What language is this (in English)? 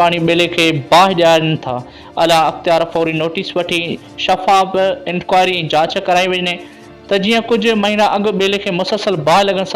Sindhi